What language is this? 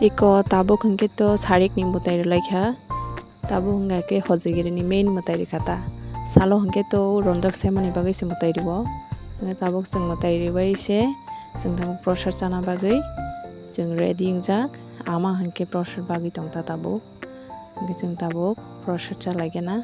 Kok Borok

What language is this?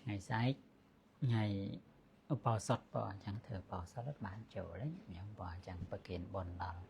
Khmer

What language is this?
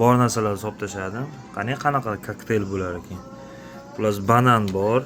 Uzbek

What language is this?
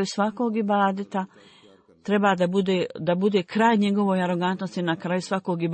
Bosnian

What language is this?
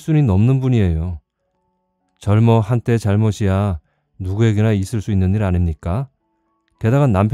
Korean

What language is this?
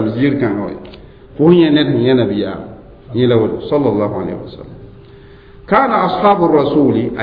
Mossi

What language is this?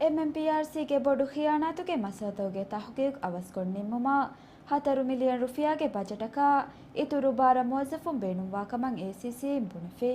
Divehi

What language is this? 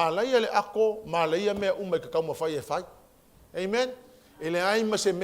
Samoan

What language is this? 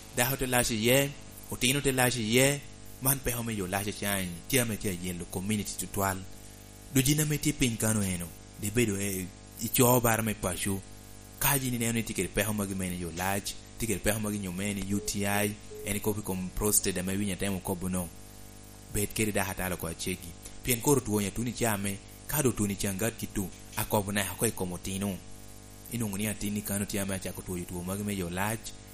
Lango (Uganda)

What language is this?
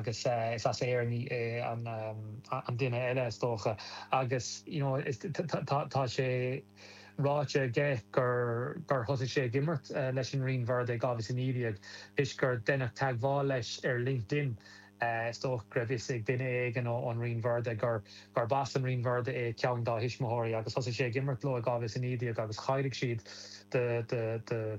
Irish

